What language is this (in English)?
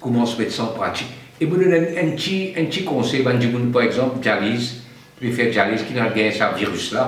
Morisyen